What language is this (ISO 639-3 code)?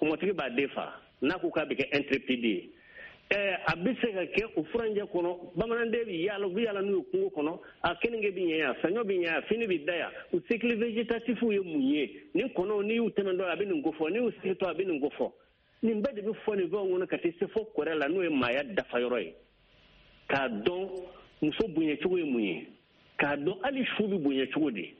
bam